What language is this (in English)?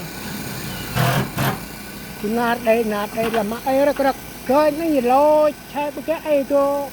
Central Mnong